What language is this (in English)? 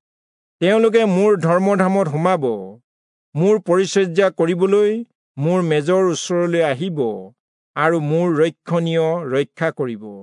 Assamese